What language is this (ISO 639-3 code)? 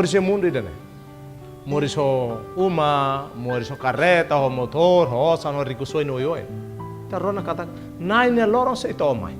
tet